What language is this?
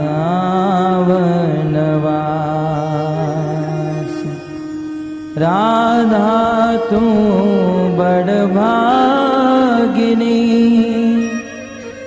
Hindi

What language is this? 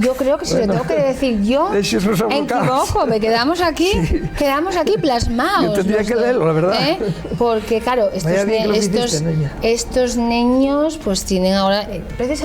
Asturian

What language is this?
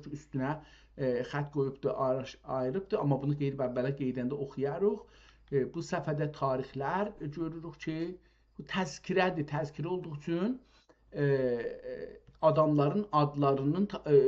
South Azerbaijani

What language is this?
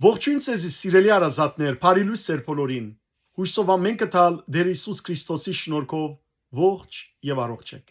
Western Armenian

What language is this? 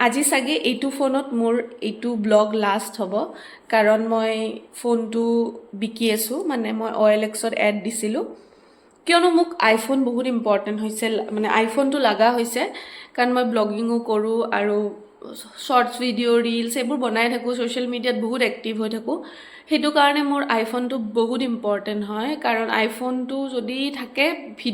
Assamese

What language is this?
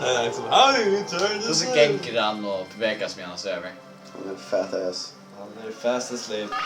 Faroese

